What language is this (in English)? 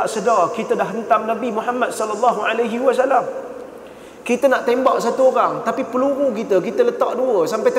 Malay